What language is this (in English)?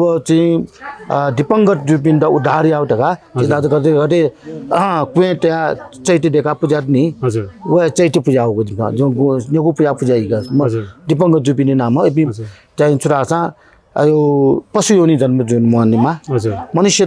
Newari